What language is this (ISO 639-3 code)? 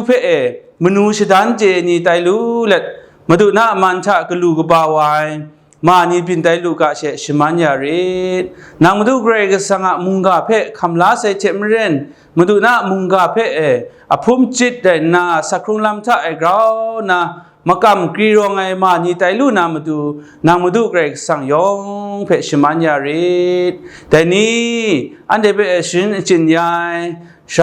kac